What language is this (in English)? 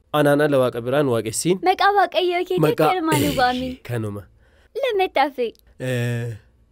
Oromo